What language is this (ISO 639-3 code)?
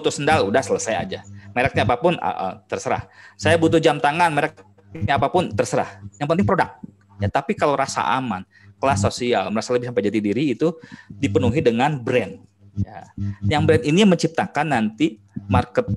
ind